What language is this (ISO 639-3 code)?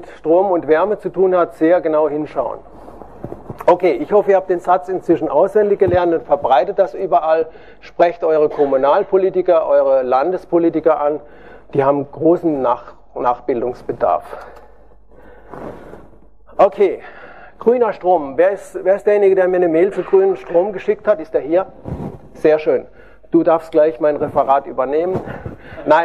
deu